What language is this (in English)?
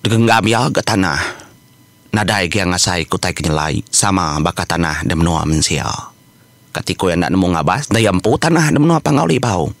Iban